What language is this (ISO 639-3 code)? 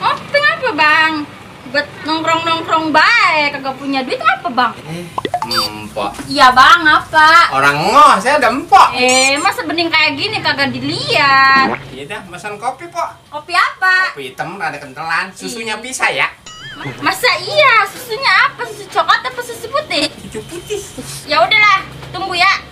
bew